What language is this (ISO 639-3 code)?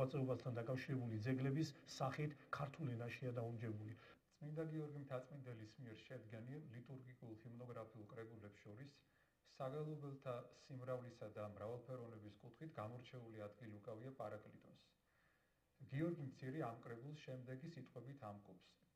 kat